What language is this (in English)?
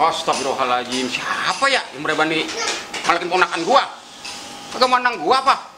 Betawi